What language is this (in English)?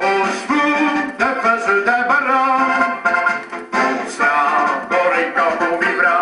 Picard